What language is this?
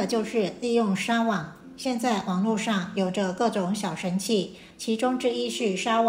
Chinese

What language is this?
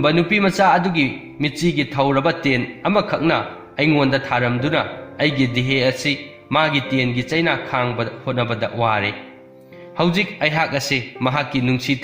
Manipuri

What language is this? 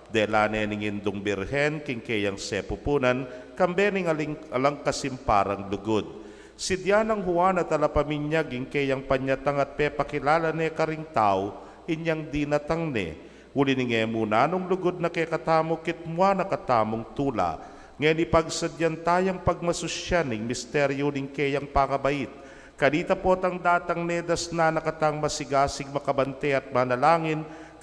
Pampanga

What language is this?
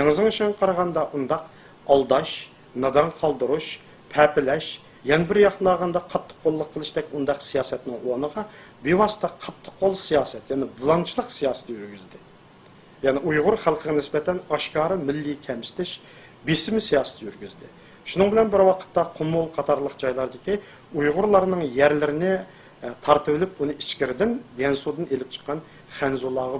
Uyghur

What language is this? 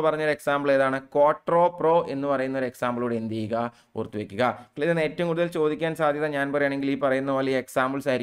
Malayalam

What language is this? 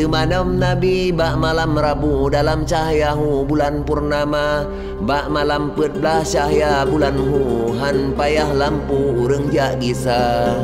Achinese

